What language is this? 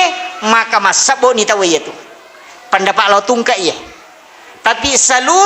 Buginese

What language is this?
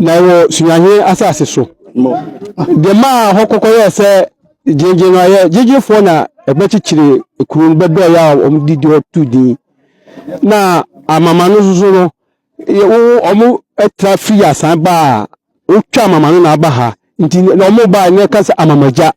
Akan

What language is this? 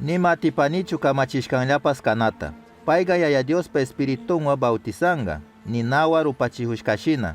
Chimborazo Highland Quichua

